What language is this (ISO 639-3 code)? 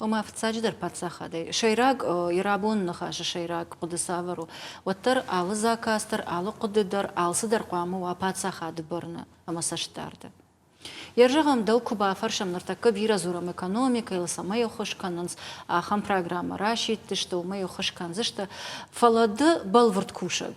oss